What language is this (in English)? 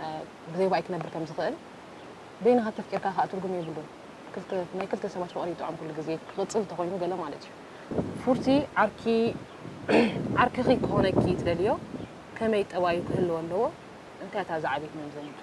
Tigrinya